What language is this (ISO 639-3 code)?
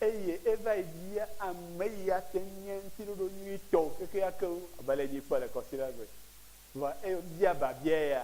ewe